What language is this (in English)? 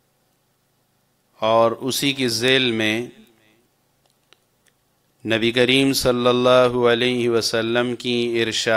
Urdu